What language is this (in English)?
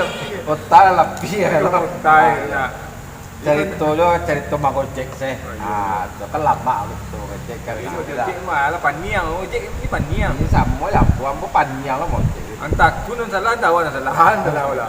Minangkabau